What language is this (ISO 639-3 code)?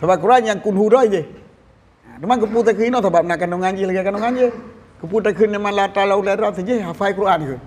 ace